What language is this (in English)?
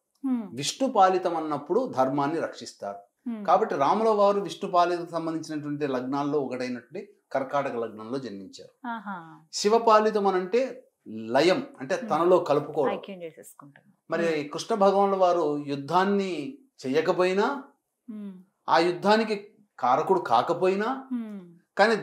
Telugu